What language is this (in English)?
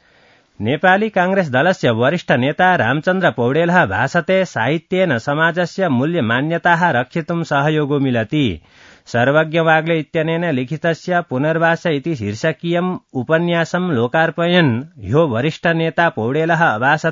Sanskrit